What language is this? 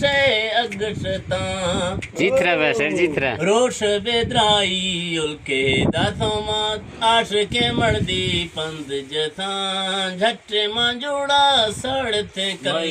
Eastern Balochi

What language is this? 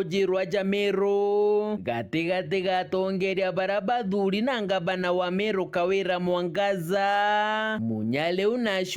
Meru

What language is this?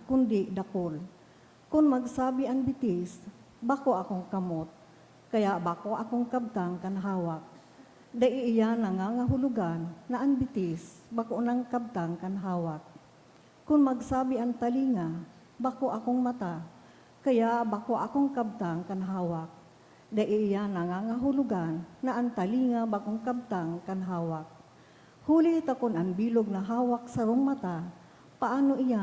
Bikol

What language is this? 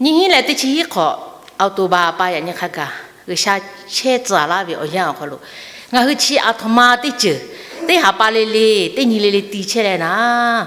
Lahu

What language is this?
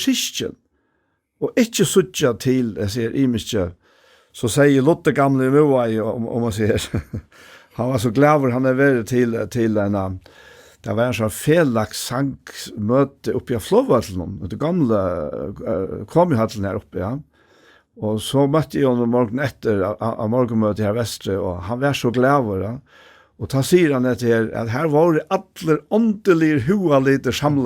Faroese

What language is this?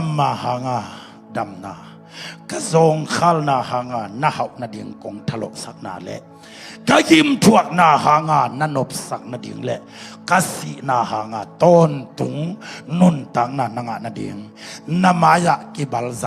Tedim Chin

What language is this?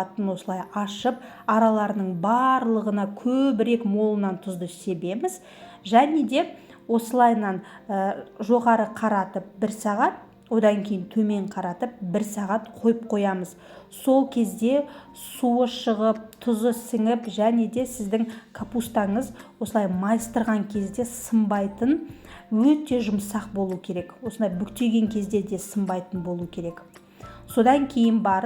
Kazakh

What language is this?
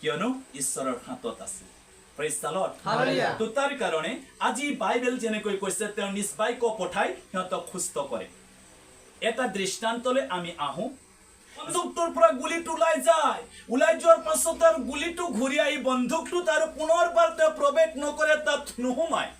Assamese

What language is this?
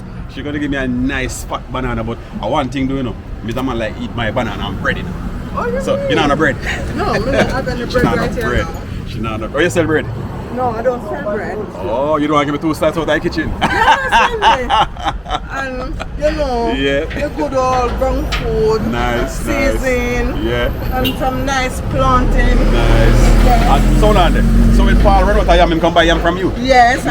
Jamaican Creole English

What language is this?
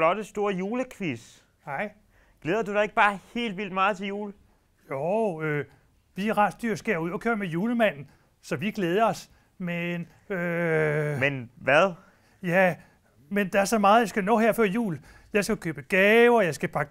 Danish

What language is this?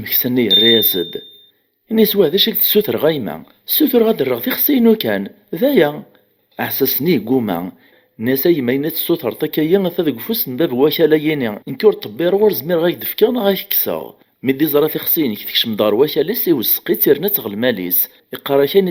Kabyle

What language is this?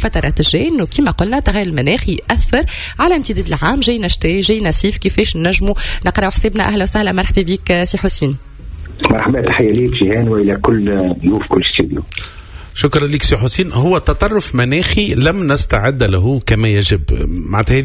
Tunisian Arabic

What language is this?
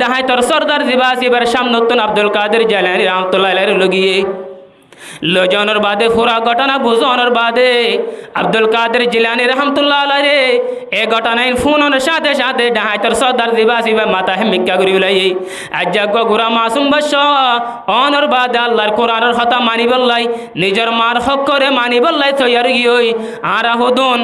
Rohingya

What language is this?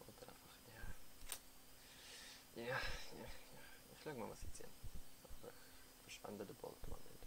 Swiss German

